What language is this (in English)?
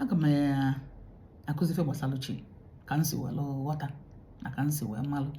Igbo